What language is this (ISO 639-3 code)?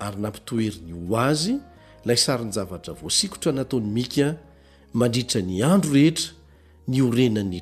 mlg